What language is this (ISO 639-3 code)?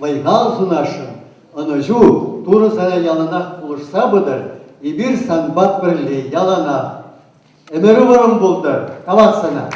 chv